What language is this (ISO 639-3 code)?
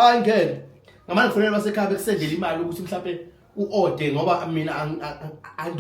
zul